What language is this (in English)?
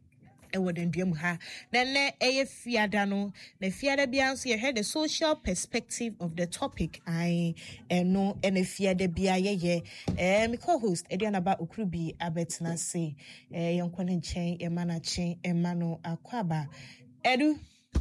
Akan